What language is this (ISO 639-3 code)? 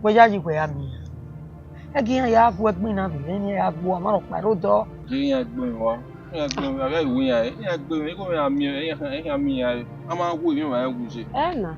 bin